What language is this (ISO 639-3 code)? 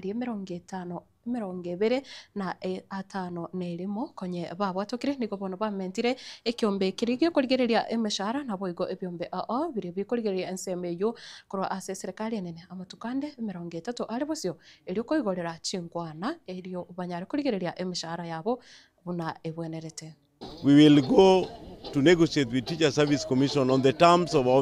guz